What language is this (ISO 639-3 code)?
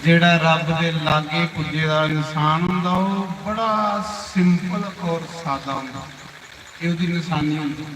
doi